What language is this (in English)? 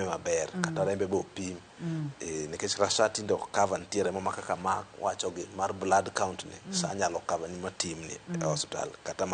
Luo (Kenya and Tanzania)